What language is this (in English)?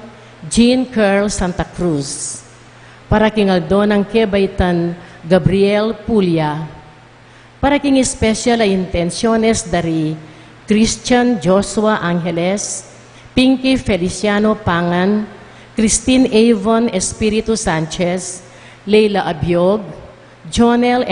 Pampanga